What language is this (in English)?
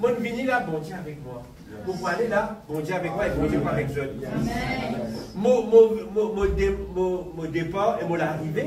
Morisyen